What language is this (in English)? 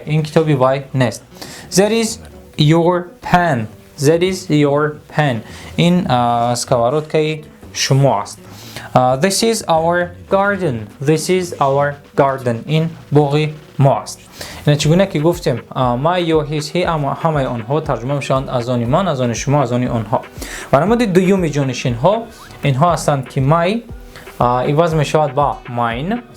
Tajik